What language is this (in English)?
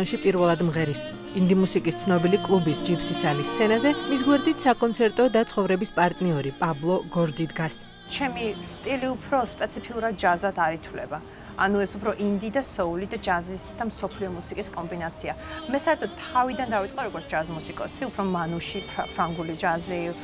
Georgian